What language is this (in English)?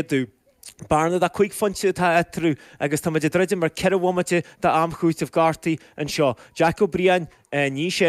Irish